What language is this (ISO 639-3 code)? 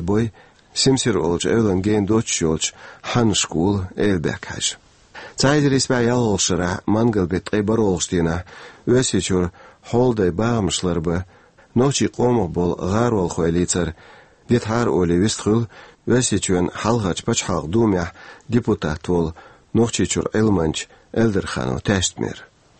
che